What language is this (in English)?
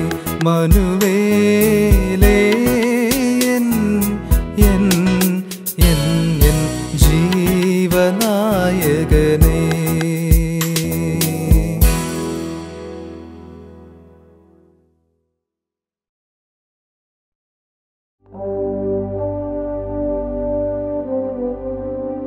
Malayalam